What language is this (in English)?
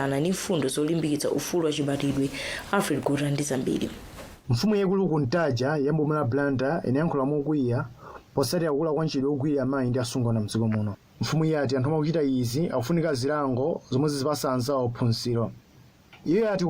Nyanja